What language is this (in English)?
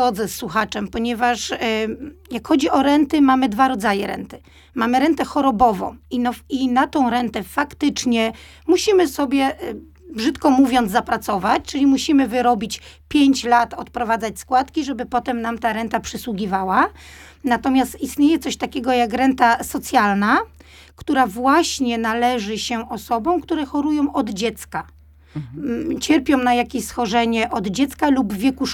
Polish